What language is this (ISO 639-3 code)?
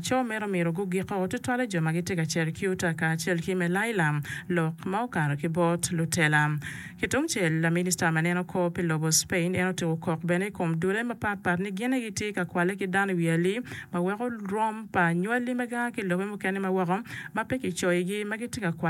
ach